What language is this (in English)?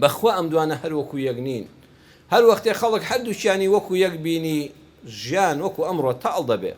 Central Kurdish